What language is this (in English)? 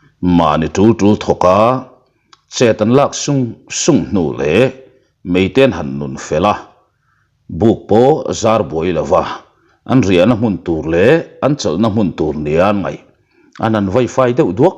Mizo